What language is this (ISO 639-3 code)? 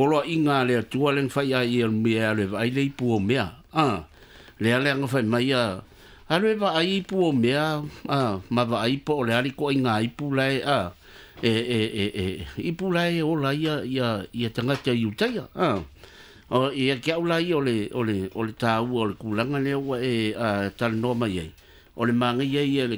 smo